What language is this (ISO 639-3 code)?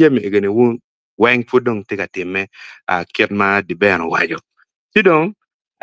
ach